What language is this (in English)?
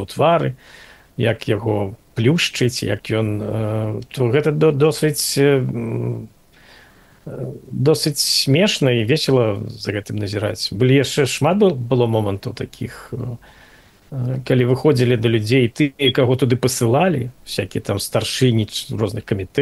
Belarusian